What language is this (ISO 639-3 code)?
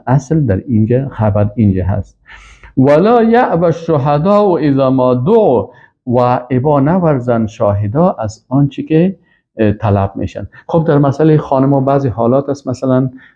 fas